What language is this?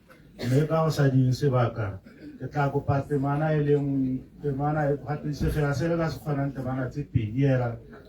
Tswana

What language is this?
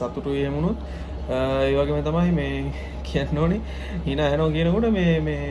Sinhala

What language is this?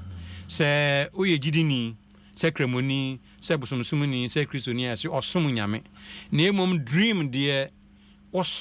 Akan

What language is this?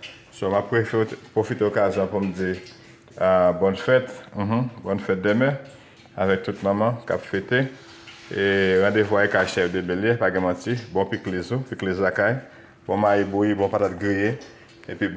Haitian Creole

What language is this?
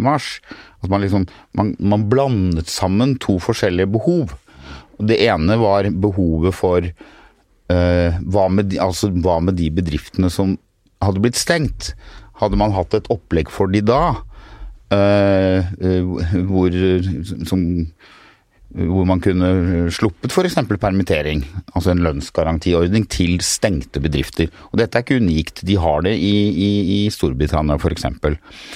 Norwegian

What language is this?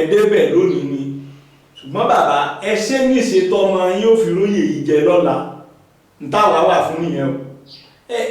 Yoruba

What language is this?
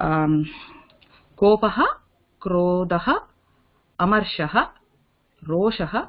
Sanskrit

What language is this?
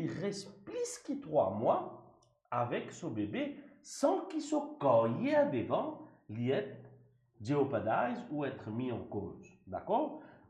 Morisyen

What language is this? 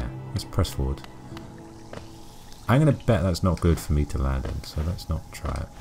English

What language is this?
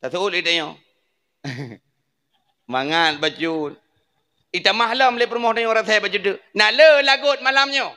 Achinese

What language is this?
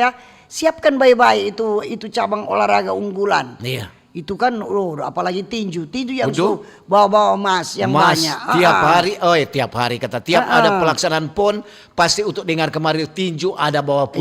Manado Malay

